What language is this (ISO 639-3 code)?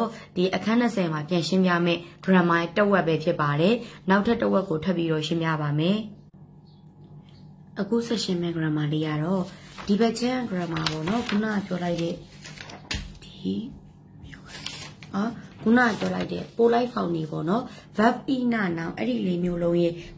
mya